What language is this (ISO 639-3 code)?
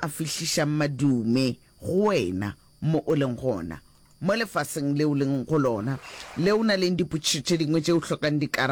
nso